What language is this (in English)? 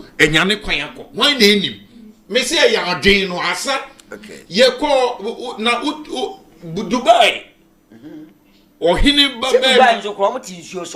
Akan